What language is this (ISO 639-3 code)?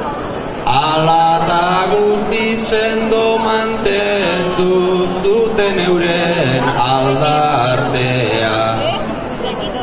eus